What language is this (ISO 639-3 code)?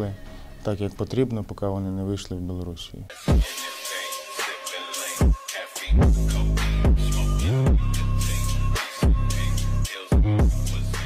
ukr